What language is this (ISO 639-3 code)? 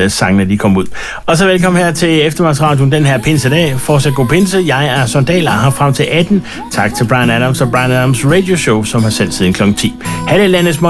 dan